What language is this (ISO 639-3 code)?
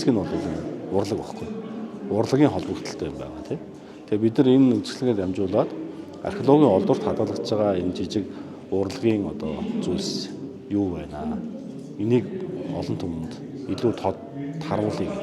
mon